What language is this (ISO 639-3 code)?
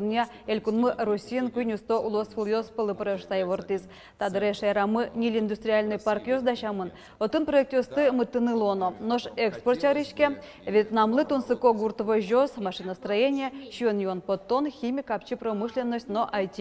udm